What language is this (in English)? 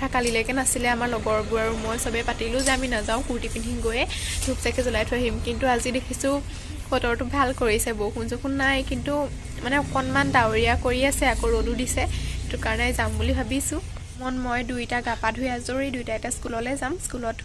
Assamese